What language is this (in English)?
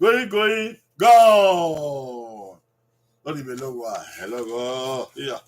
Bini